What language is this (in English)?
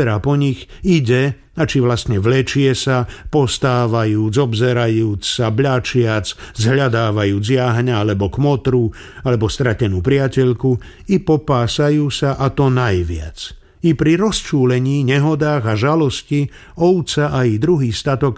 Slovak